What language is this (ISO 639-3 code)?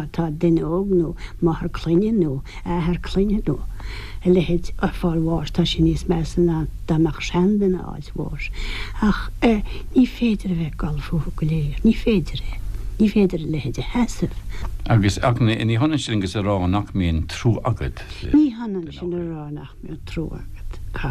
gle